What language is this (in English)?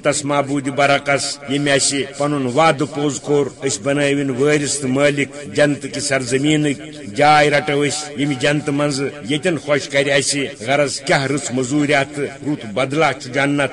Kashmiri